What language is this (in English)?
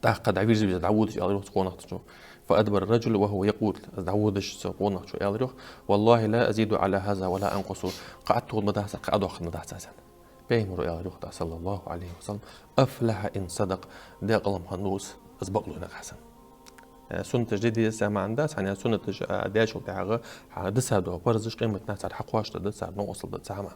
Ingush